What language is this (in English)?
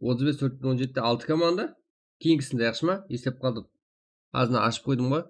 Kara-Kalpak